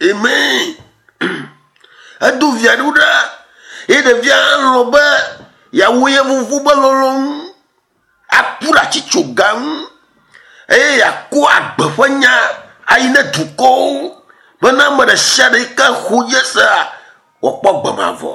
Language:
Ewe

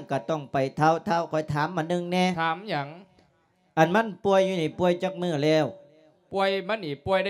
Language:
Lao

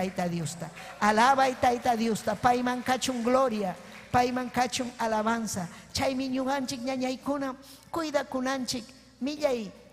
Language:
Ayacucho Quechua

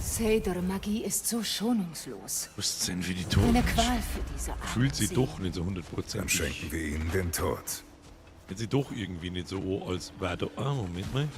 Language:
Bavarian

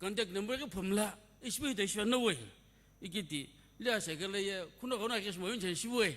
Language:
Sumi Naga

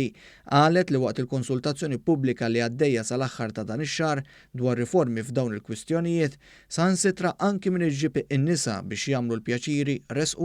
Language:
Maltese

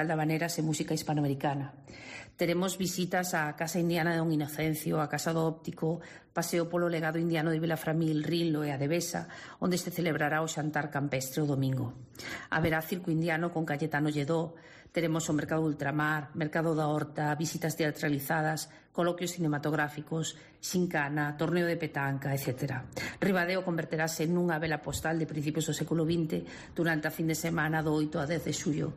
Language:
Galician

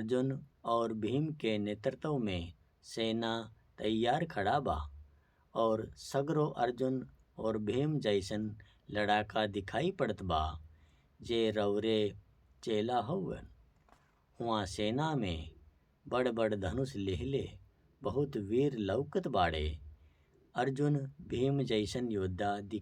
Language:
Bhojpuri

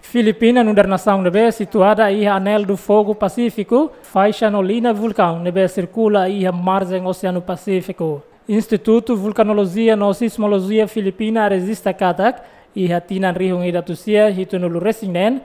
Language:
Tetum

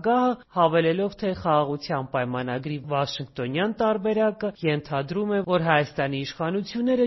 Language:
Armenian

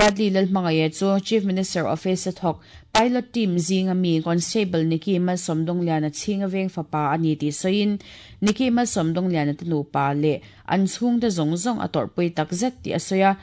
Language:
Mizo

